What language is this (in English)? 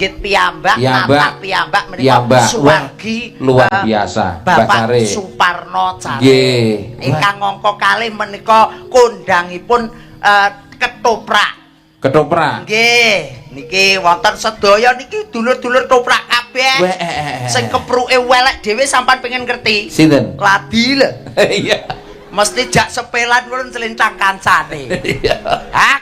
Javanese